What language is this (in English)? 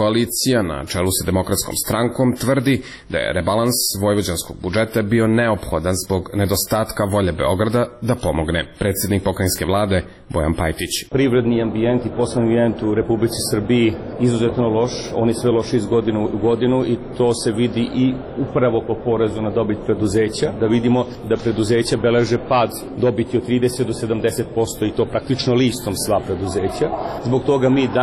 Serbian